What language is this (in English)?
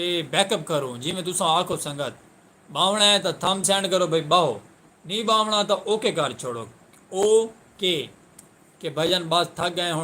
Saraiki